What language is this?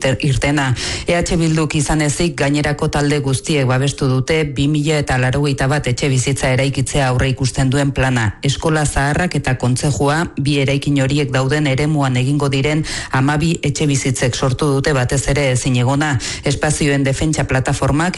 Basque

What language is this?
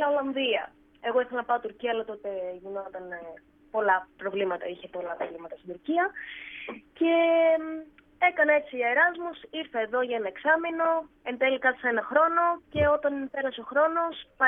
Greek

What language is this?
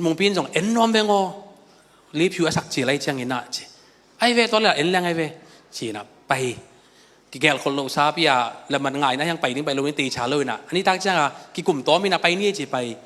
Tedim Chin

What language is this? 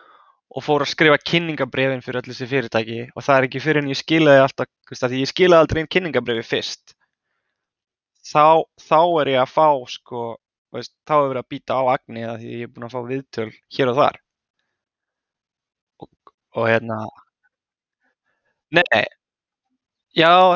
Icelandic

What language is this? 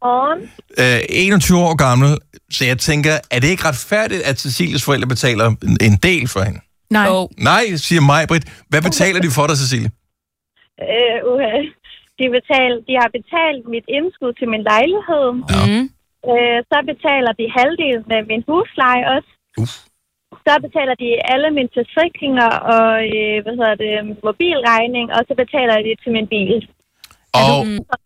Danish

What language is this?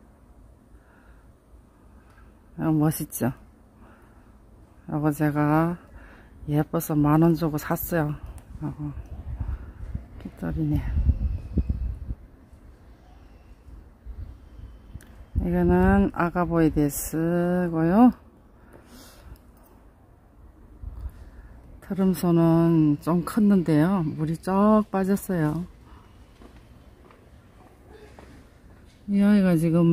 Korean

